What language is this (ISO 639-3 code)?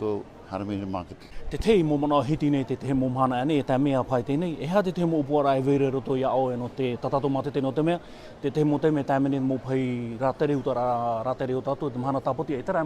tah